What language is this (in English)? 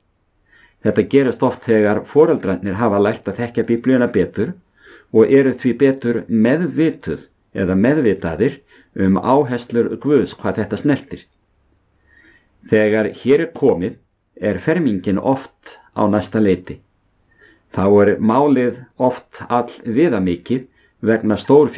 Icelandic